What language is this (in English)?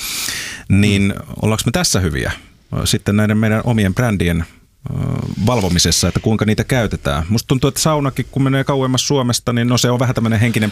Finnish